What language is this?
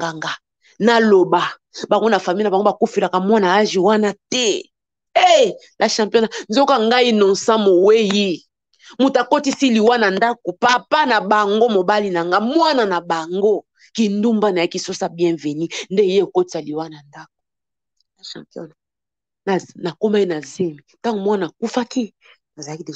Lingala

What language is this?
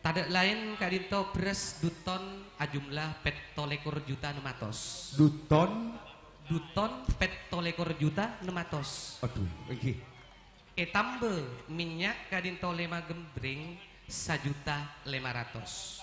Madurese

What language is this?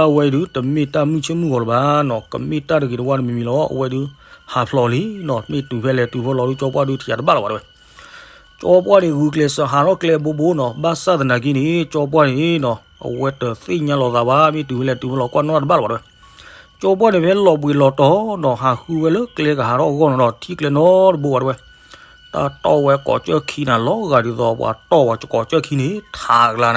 S'gaw Karen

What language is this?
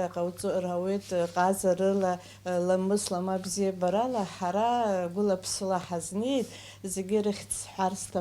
Abkhazian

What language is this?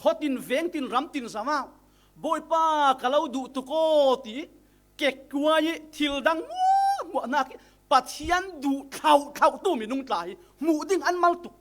Falam Chin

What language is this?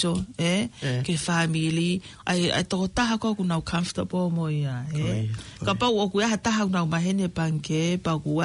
Tongan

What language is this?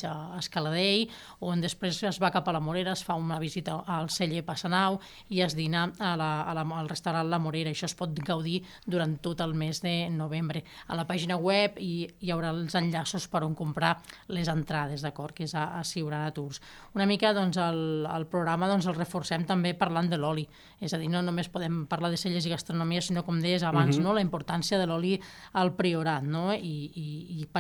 Catalan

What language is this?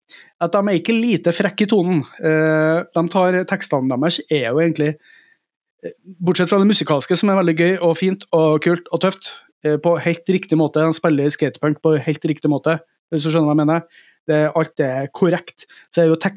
Norwegian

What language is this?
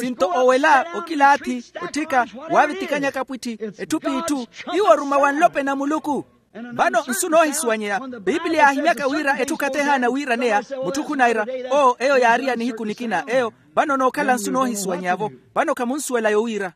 Makhuwa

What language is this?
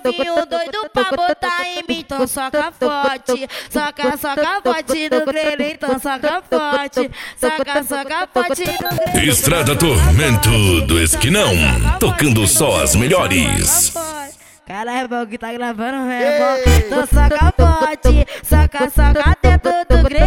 Portuguese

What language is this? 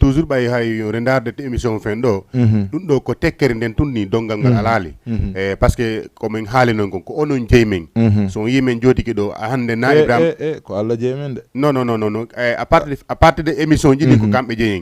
Fula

